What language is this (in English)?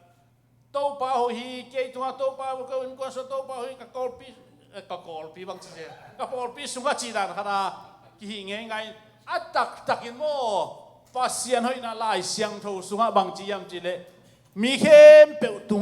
Tedim Chin